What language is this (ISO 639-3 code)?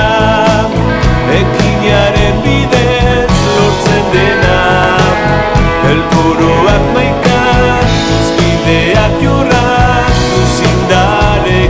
eus